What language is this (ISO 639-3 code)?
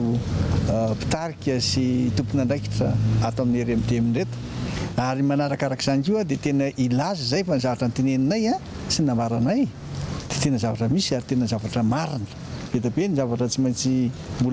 mlg